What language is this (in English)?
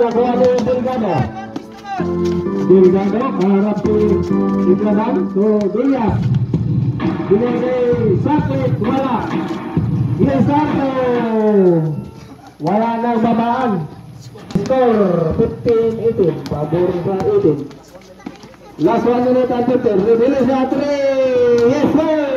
Filipino